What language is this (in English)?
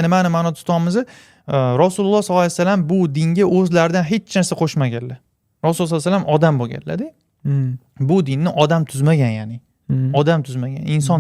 Uzbek